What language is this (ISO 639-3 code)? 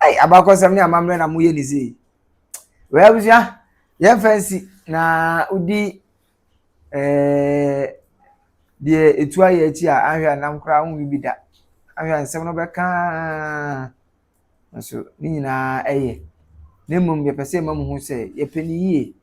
aka